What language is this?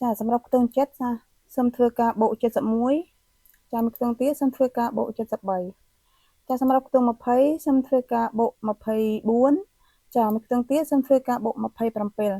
Khmer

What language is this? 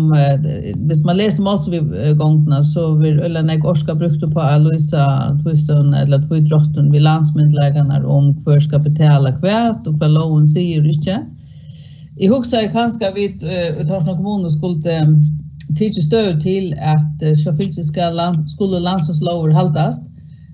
Faroese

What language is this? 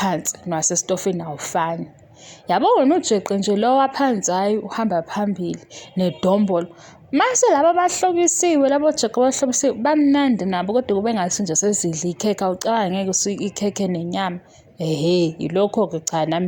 Zulu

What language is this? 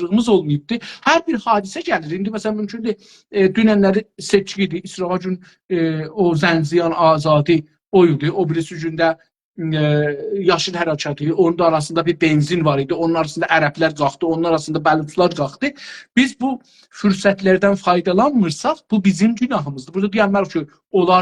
South Azerbaijani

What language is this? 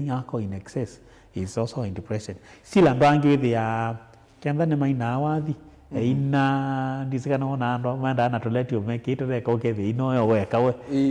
Kamba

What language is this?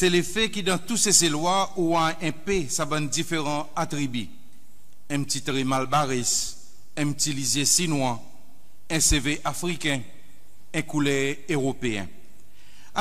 Seselwa Creole French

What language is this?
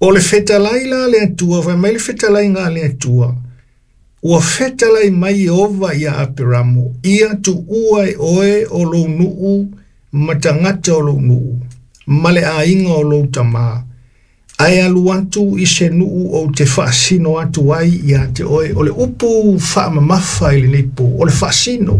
Samoan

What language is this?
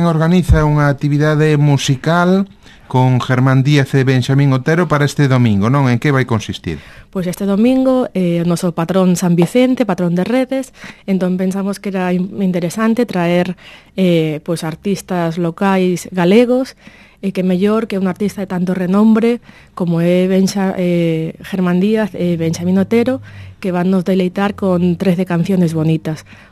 Galician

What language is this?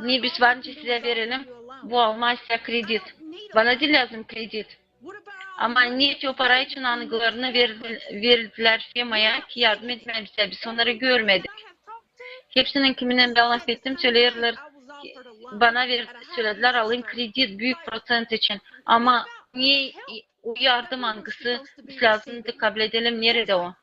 Gagauz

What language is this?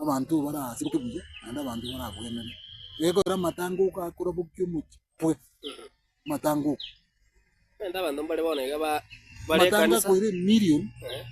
Gusii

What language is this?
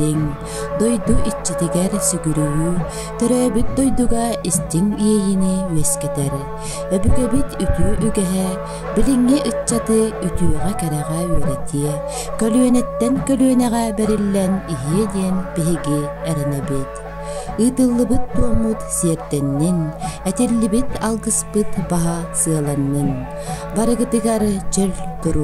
Yakut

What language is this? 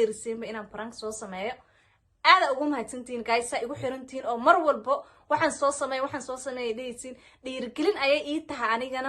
Somali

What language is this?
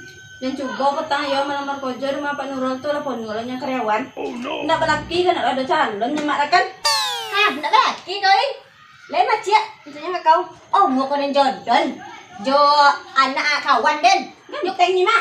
Minangkabau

